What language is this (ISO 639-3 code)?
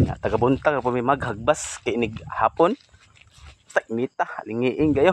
ceb